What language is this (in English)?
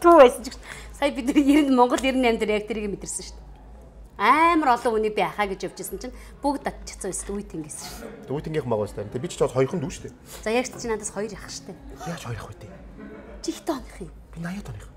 Mongolian